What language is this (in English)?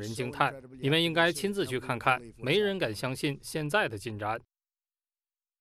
Chinese